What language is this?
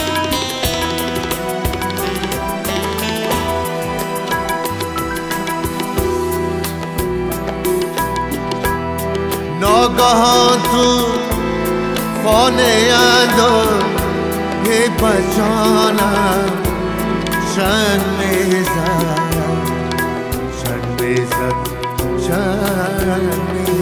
Persian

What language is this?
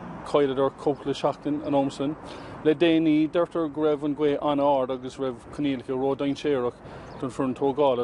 Irish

